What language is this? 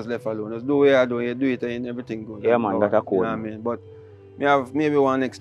Jamaican Creole English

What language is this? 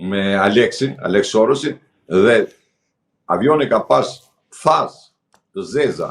Albanian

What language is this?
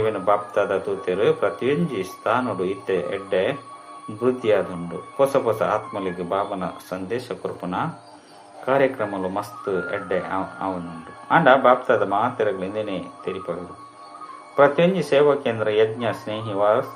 Tulu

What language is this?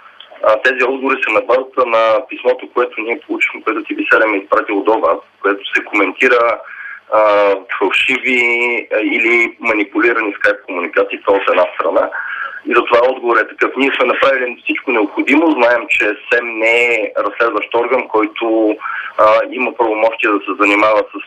Bulgarian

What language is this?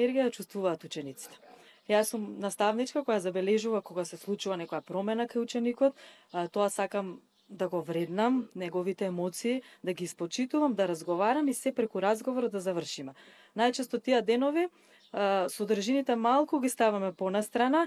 Macedonian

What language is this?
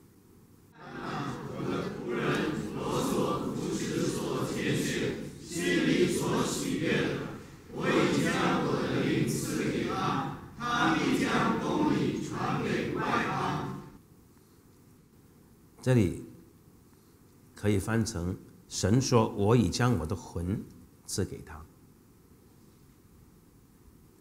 Chinese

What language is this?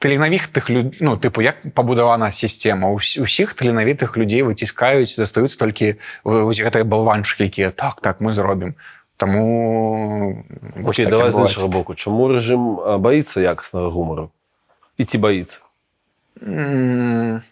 Belarusian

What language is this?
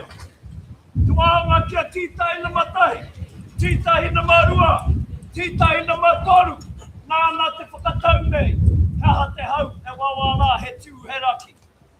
Māori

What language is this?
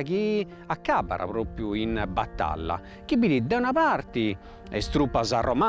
Sardinian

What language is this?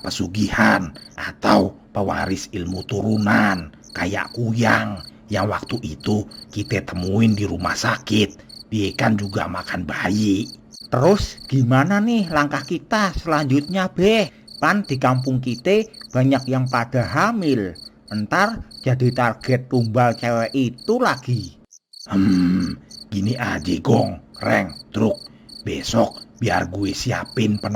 Betawi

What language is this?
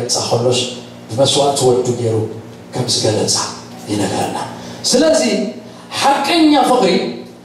Tigrinya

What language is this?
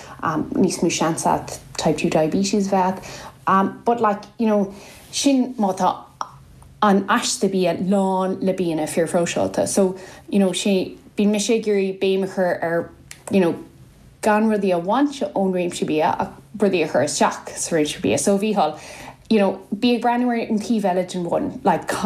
Irish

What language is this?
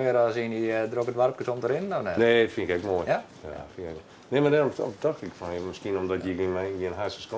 Western Frisian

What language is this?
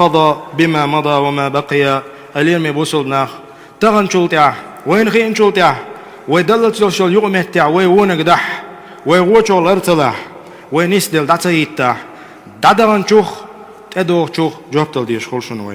Chechen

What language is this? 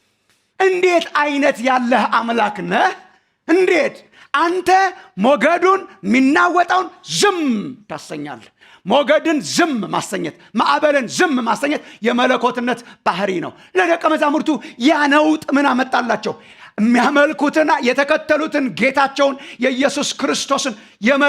Amharic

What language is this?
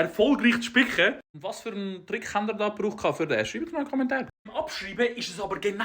Swiss German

